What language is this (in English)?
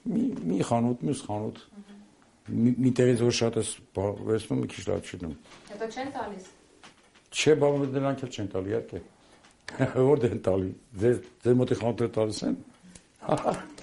Armenian